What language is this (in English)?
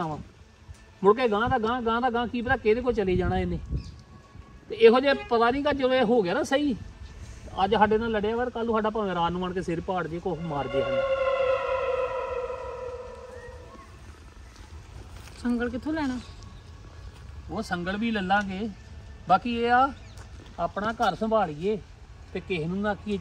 Punjabi